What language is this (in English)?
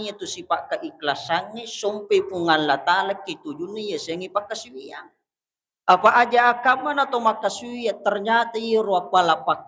Buginese